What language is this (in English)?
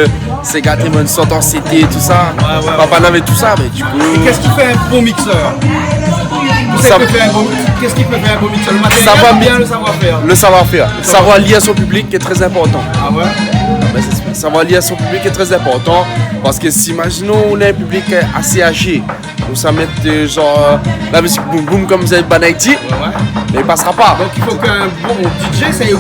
Réunion Creole French